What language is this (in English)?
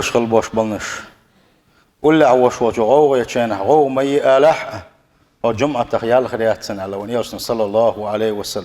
Chechen